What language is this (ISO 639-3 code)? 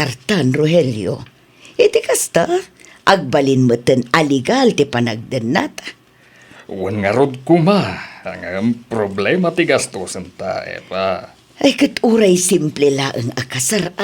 ilo